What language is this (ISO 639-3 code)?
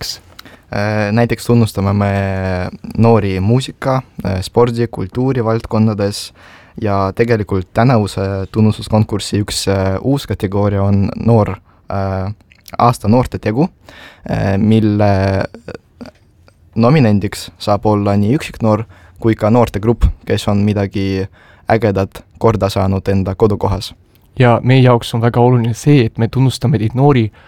est